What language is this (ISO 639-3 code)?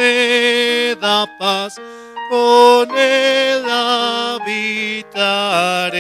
quh